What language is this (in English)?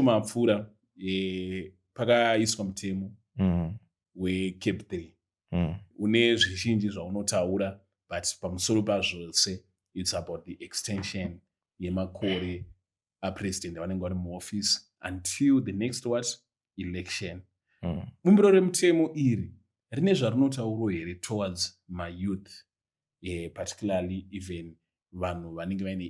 Shona